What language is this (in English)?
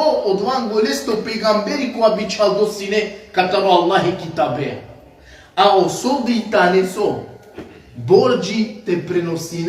Balkan Romani